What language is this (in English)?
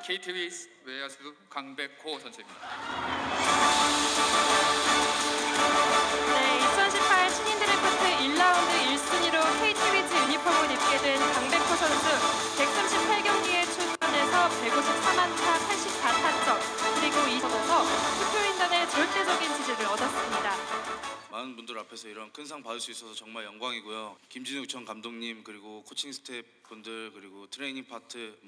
Korean